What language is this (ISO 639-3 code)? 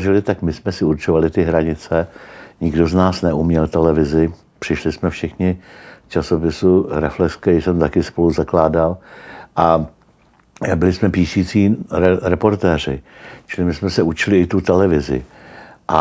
ces